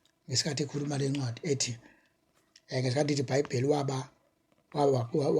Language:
Zulu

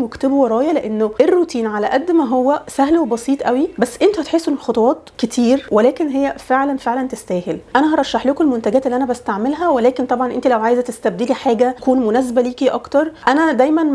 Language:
Egyptian Arabic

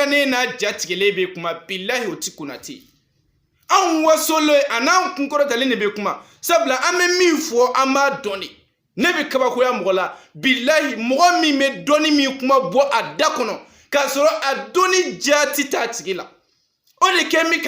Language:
Bambara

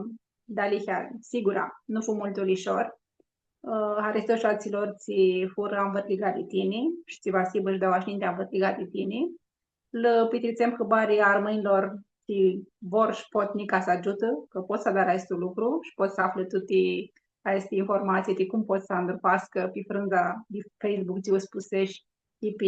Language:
Aromanian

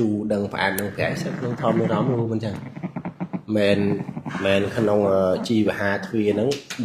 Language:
Khmer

